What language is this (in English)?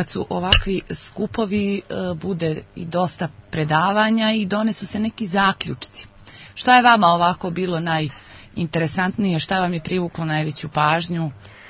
Serbian